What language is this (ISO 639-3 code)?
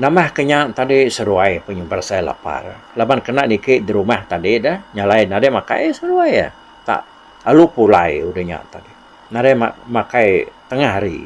iba